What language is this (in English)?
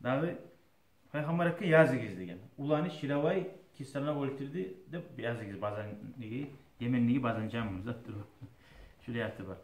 Kumyk